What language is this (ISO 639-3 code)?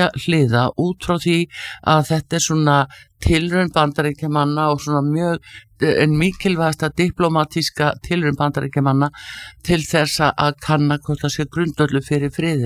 isl